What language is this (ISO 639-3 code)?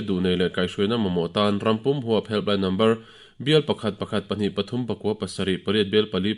lus